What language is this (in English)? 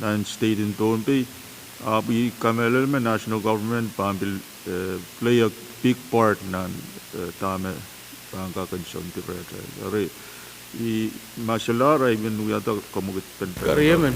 Pohnpeian